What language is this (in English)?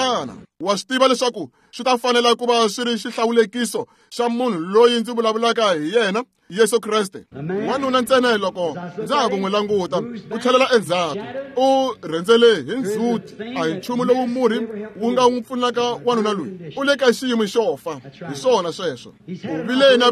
Tsonga